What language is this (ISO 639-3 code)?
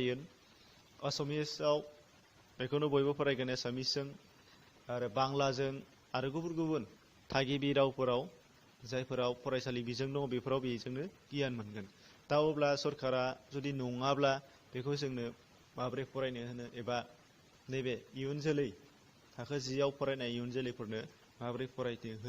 brx